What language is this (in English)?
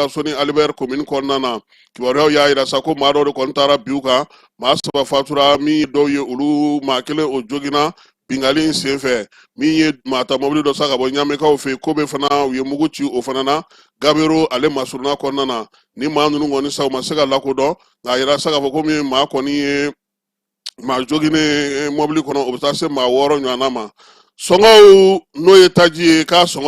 Bambara